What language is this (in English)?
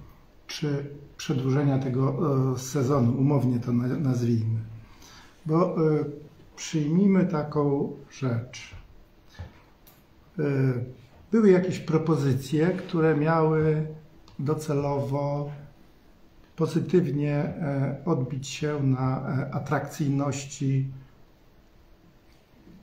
Polish